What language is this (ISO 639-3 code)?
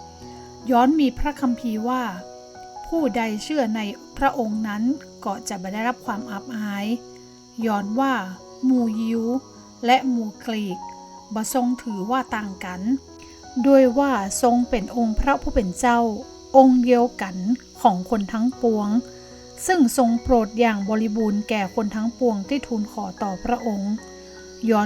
nod